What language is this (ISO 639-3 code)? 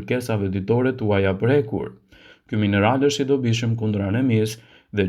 sqi